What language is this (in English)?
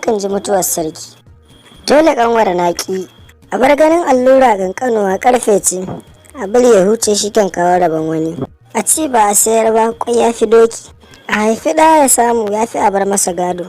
Hausa